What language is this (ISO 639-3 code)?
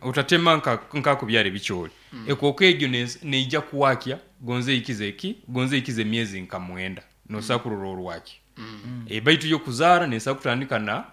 nyn